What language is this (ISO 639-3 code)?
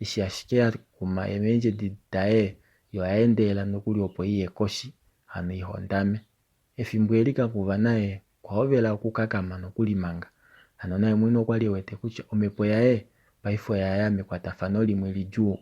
kua